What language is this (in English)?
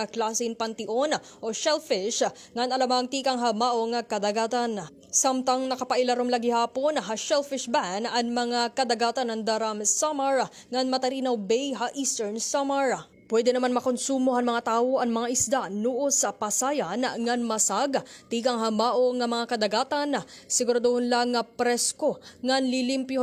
Waray